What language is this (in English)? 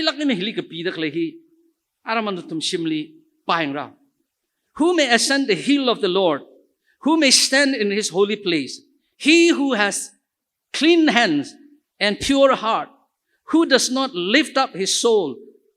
Tangkhul Naga (India)